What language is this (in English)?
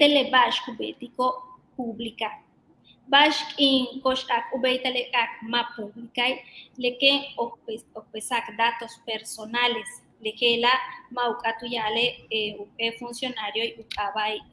Yucateco